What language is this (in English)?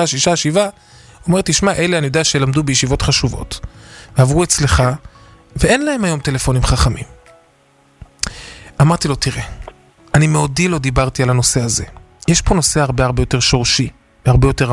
Hebrew